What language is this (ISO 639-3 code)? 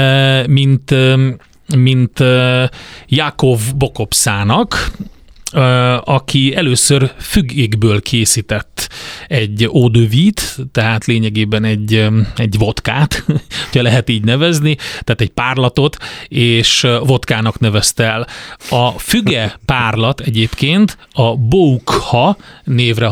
hun